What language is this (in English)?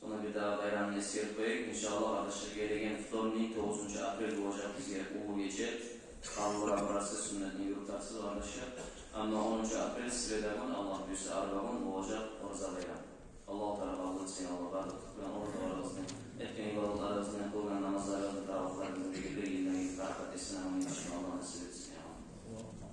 Kumyk